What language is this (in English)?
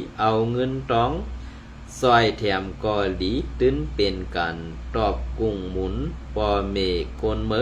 Shan